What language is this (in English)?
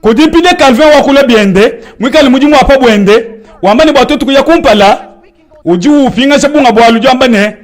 Luba-Lulua